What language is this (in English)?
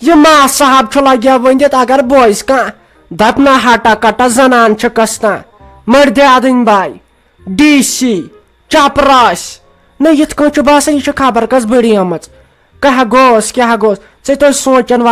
Kashmiri